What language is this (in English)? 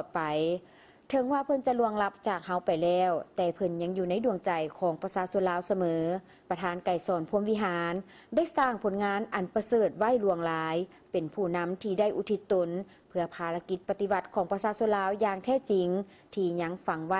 Lao